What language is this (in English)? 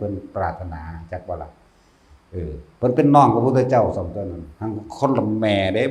Lao